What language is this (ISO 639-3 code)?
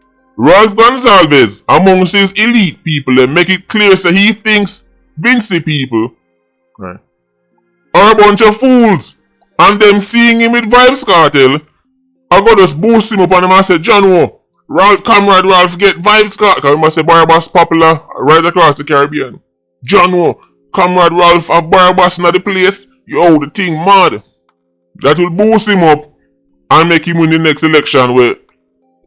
jam